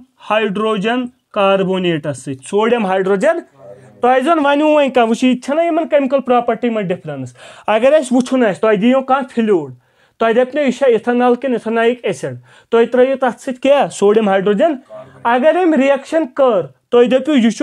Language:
Kashmiri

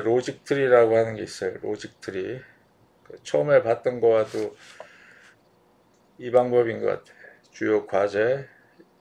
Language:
Korean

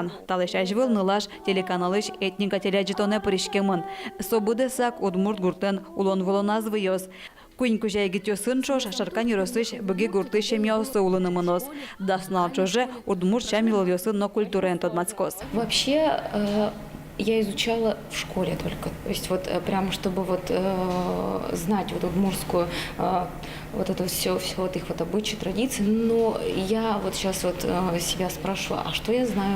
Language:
Udmurt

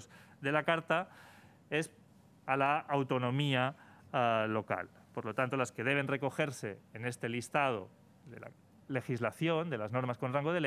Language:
Spanish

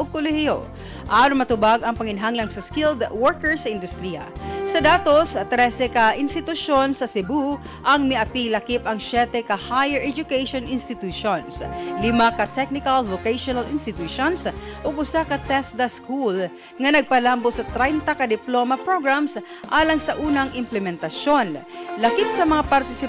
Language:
Cebuano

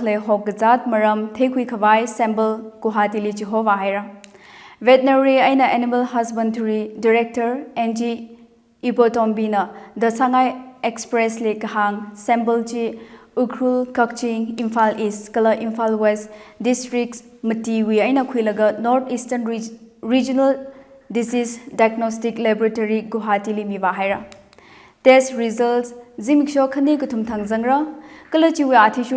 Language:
Tangkhul Naga (India)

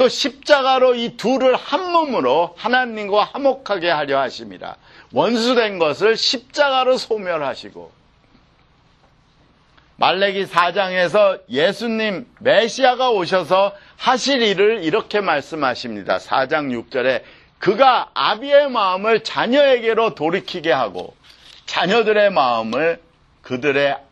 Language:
Korean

